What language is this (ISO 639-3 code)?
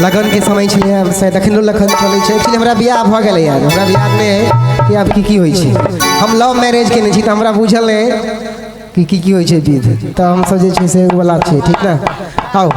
mai